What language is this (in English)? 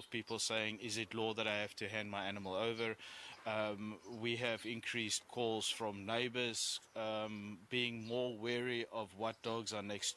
English